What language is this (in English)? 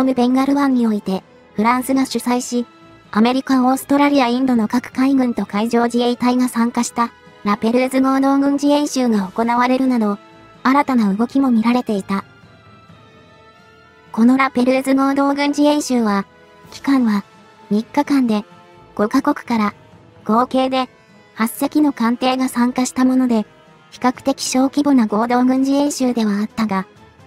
Japanese